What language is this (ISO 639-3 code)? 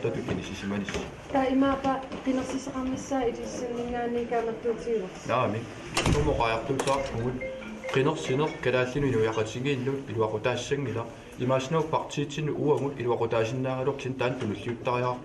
kal